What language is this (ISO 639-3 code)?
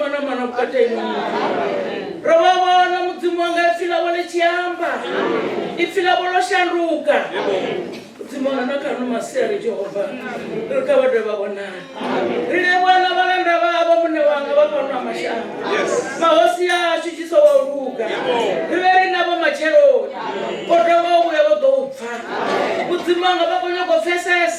ven